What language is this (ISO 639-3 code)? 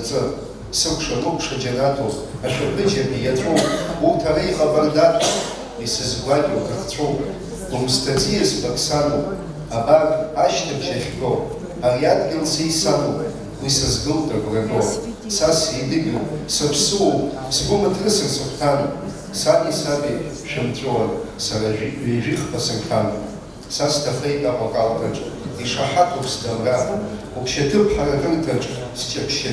abk